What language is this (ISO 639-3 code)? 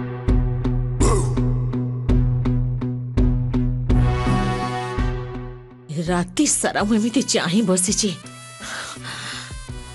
ori